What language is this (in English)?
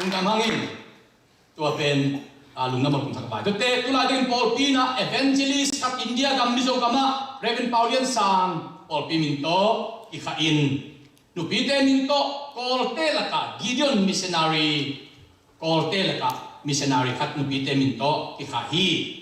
Tedim Chin